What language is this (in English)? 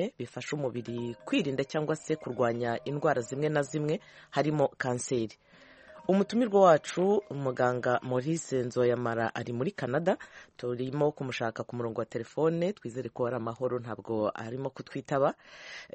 Kinyarwanda